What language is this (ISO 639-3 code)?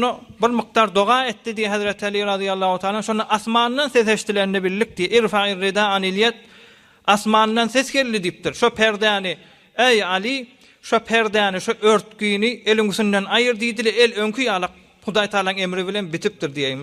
tuk